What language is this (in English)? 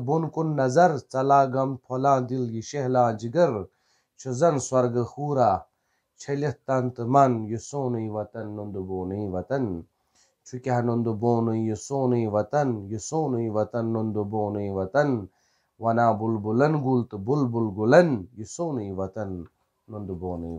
Kashmiri